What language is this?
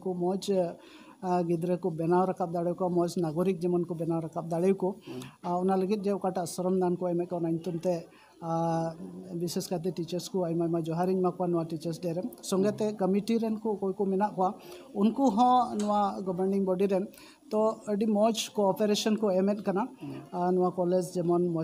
Santali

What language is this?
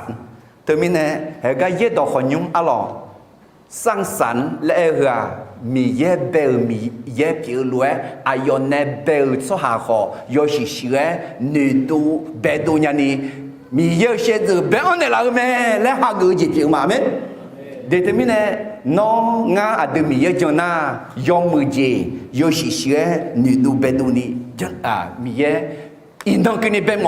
Akha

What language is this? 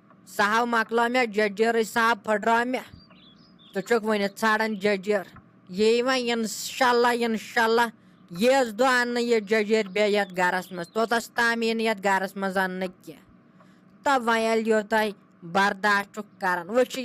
Kashmiri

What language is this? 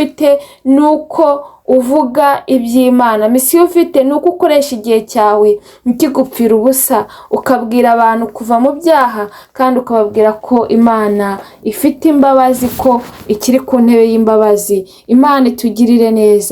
Kinyarwanda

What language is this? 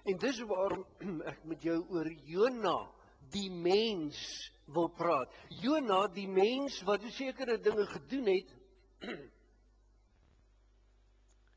Afrikaans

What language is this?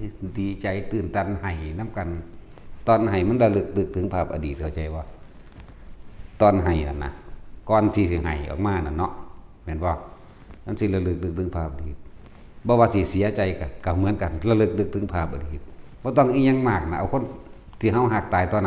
Northeastern Thai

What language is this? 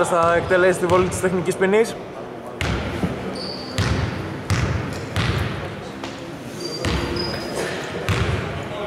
Greek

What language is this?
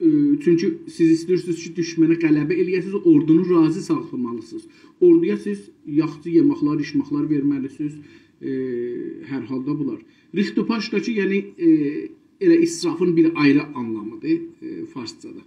South Azerbaijani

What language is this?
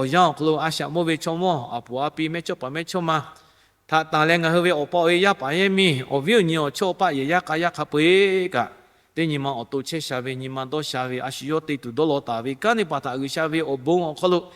Lahu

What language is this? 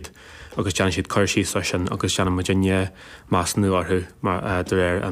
Irish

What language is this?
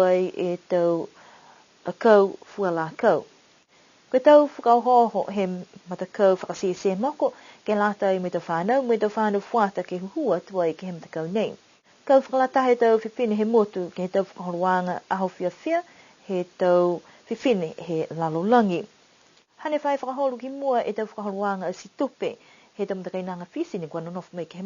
Niuean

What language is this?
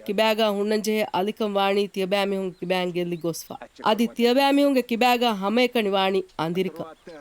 Divehi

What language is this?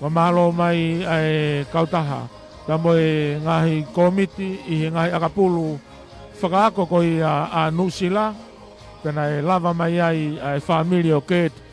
Tongan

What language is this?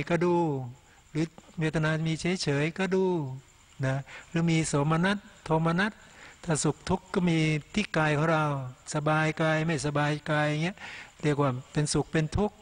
Thai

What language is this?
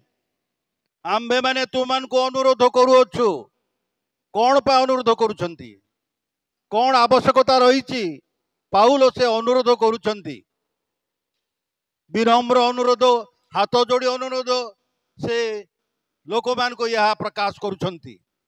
Odia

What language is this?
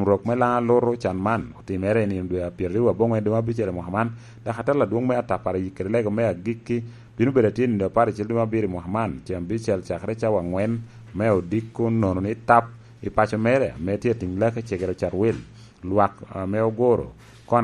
Lango (Uganda)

